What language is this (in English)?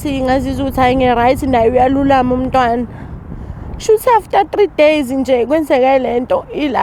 Zulu